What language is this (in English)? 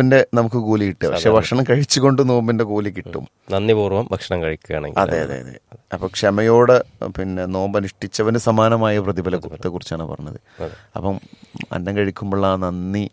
Malayalam